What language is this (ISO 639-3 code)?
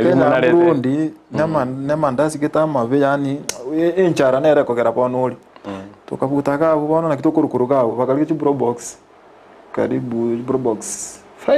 guz